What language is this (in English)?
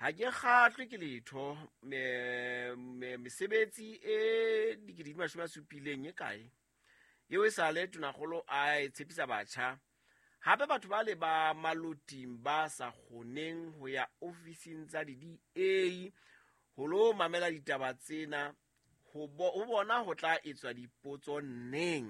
Southern Sotho